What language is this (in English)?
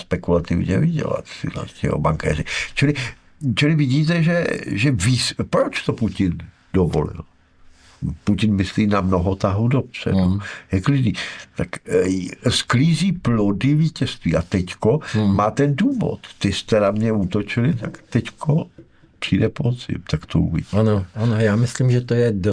Czech